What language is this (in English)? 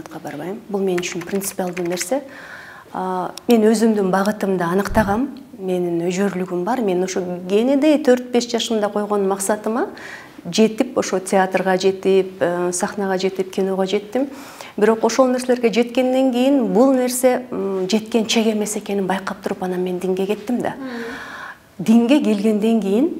Kyrgyz